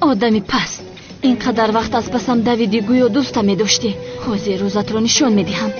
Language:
Tajik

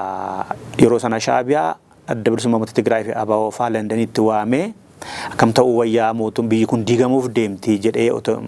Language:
Oromo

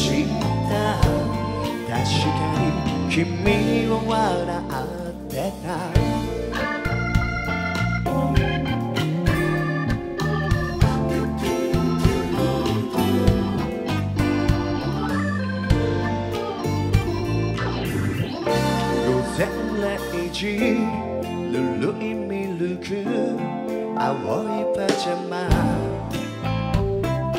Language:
Japanese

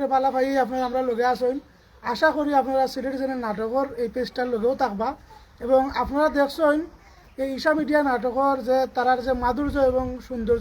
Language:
Sylheti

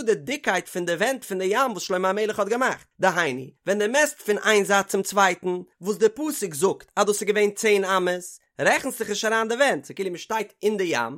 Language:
Yiddish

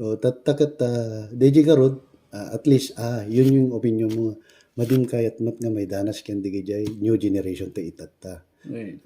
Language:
Iloko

